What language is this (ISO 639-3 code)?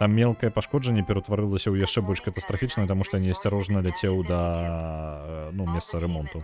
bel